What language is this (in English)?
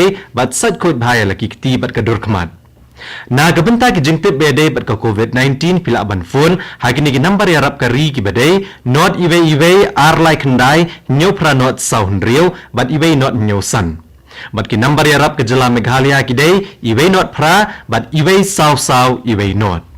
Khasi